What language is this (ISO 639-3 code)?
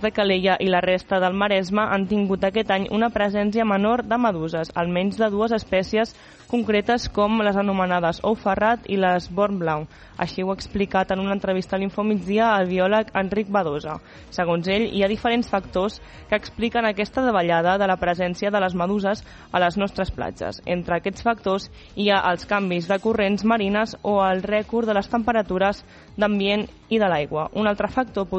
cat